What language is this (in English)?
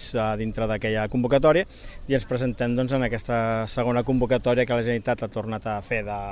Catalan